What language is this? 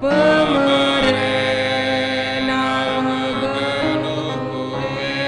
Batak Karo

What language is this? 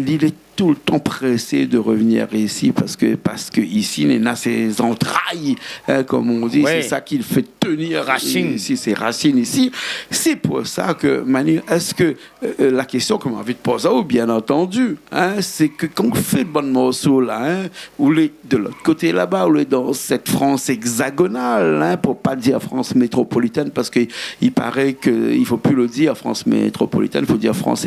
Réunion Creole French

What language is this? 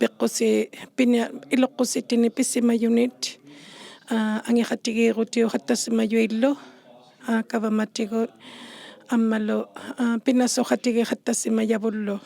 Inuktitut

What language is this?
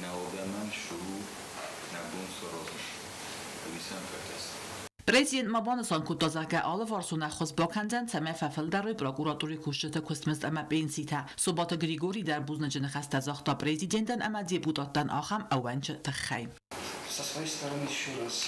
Ossetic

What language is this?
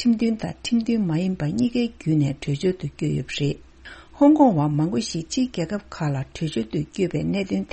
Tibetan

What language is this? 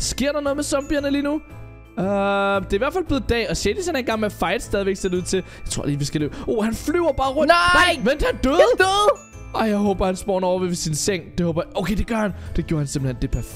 Danish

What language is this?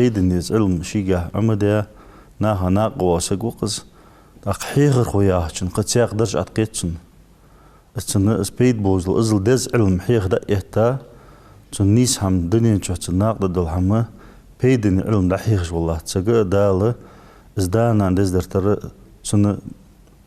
Ingush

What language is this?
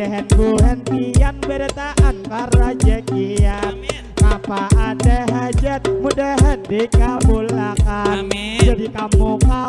Banjar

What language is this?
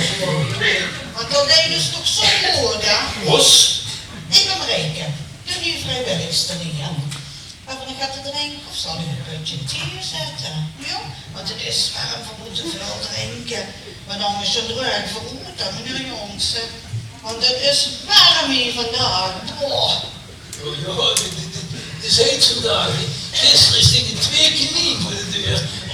Limburgish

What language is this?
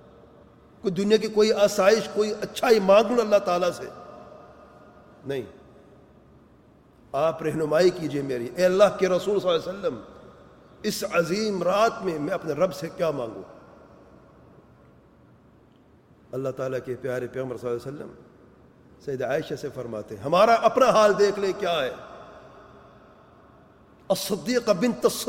Urdu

